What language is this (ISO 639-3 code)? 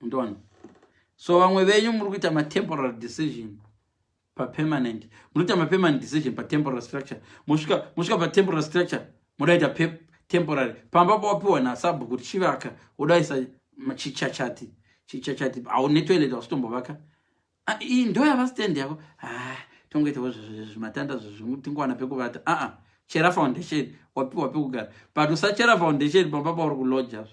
sna